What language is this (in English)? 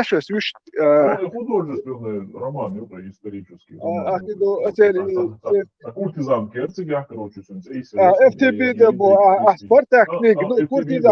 Chechen